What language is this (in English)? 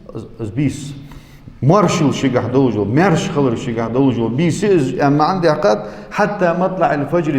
Ingush